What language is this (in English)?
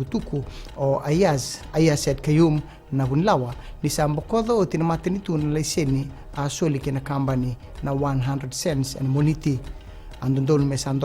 Fijian